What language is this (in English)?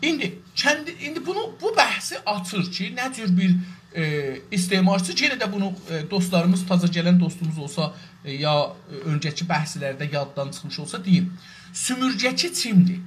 South Azerbaijani